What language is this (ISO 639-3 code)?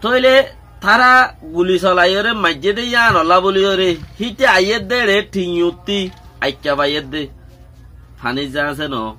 rhg